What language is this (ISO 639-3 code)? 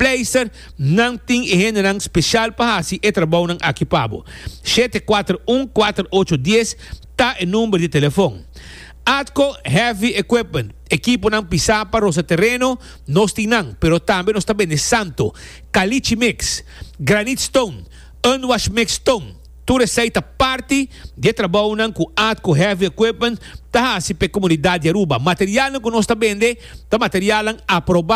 pap